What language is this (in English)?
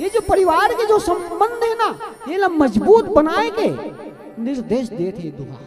Chhattisgarhi